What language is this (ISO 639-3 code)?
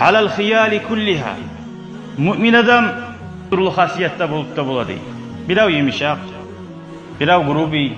kum